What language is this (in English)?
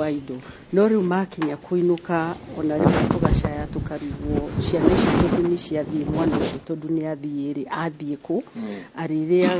Kikuyu